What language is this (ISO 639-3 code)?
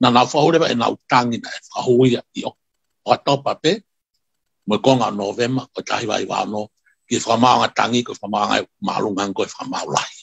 ton